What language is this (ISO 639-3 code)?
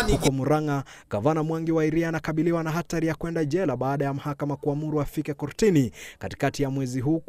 swa